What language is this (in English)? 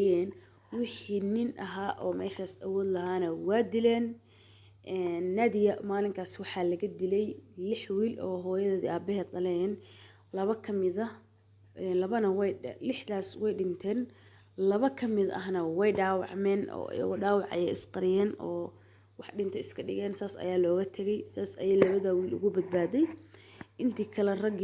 Somali